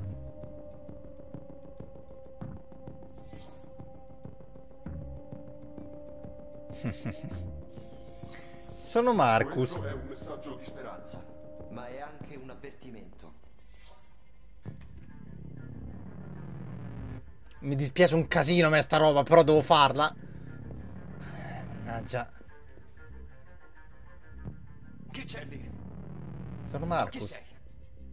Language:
Italian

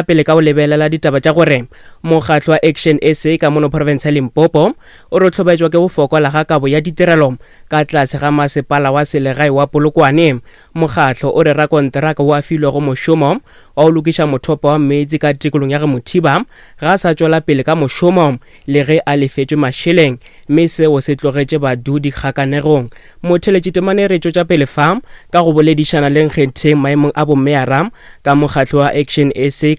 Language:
Northern Sotho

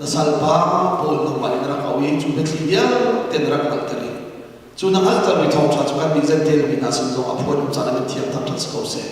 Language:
Hakha Chin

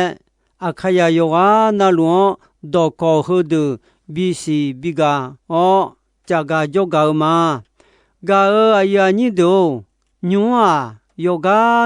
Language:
Akha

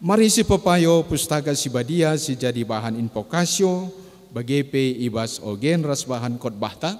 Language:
Batak Karo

